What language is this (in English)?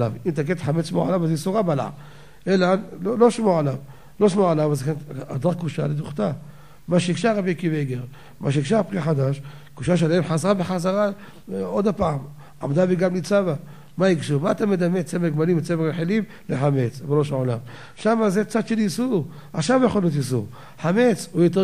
Hebrew